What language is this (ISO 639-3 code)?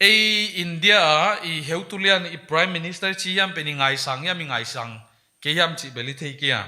pck